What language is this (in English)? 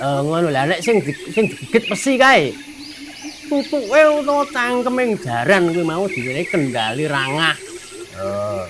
Javanese